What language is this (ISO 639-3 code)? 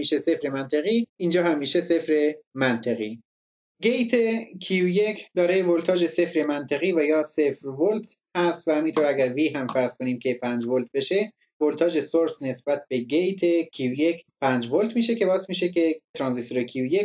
fas